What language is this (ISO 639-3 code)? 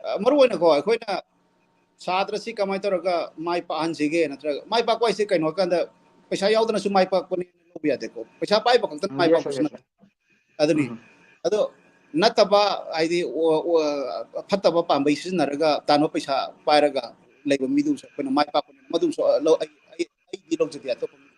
mni